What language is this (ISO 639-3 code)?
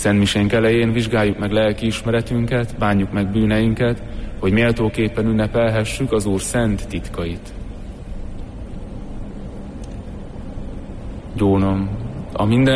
hun